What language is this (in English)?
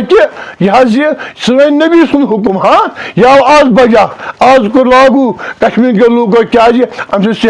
Kashmiri